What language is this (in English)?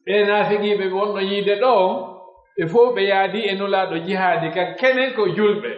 Pular